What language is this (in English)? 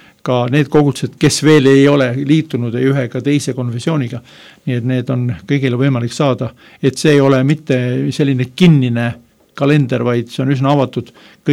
Estonian